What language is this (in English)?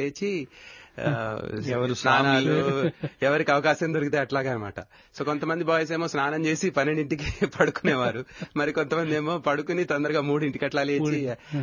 Telugu